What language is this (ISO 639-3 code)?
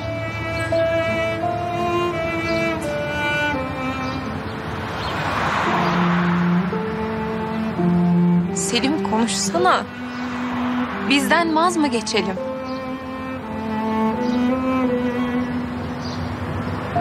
tur